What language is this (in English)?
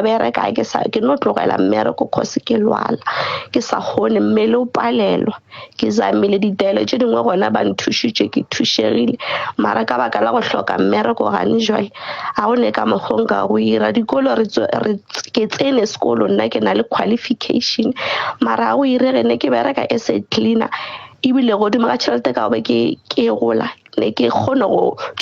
Northern Sotho